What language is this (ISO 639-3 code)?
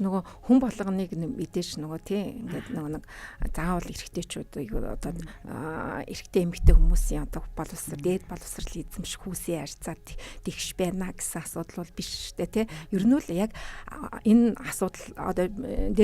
mon